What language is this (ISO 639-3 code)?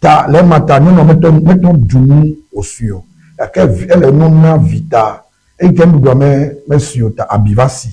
ewe